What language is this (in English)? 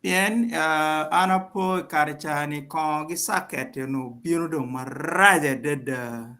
Acoli